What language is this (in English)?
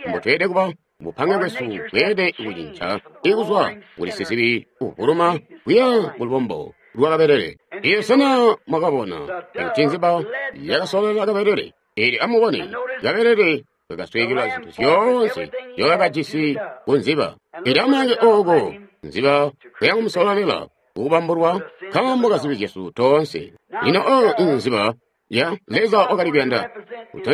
Tonga (Zambia)